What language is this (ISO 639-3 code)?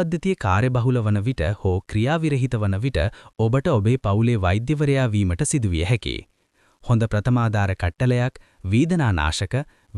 sin